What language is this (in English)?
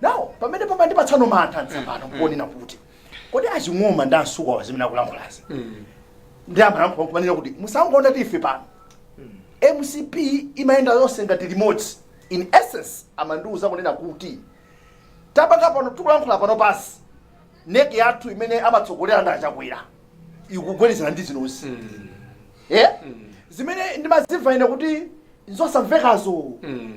Nyanja